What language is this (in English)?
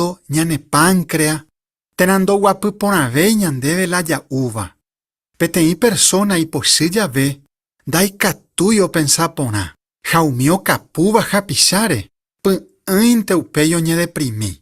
Guarani